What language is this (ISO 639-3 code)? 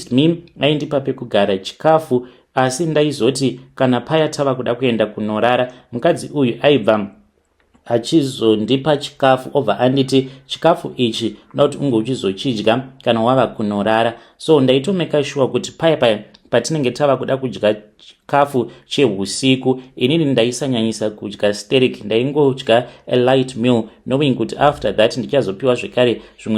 sna